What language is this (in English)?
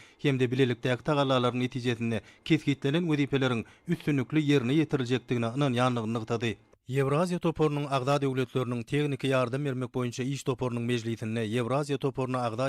Turkmen